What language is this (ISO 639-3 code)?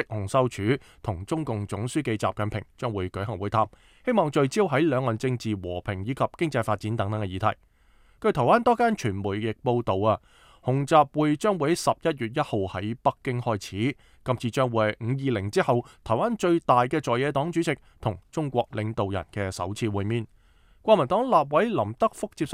yue